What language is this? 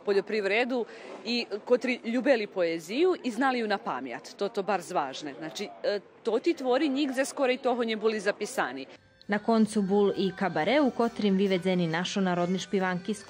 Rusyn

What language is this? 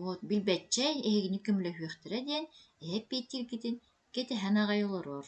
Yakut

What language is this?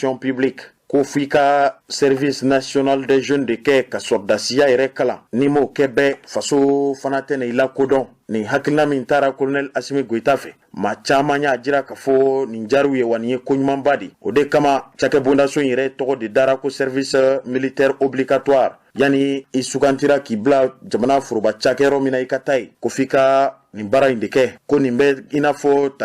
Bambara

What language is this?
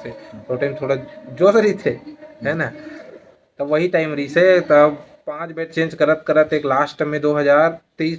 Chhattisgarhi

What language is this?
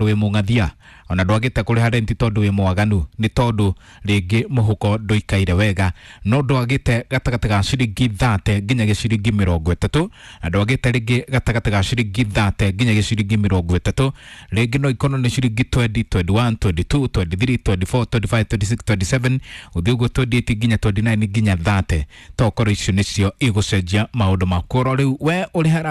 Kikuyu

